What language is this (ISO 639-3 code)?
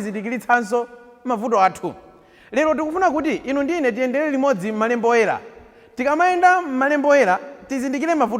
nya